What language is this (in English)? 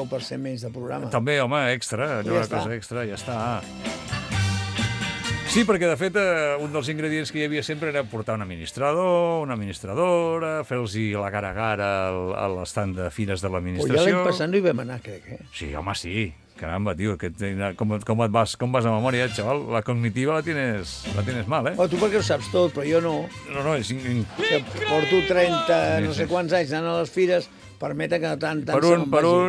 Catalan